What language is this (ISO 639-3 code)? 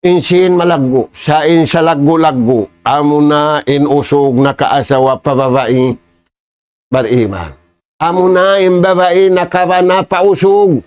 tsg